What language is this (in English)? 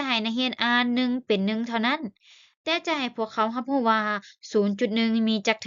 Lao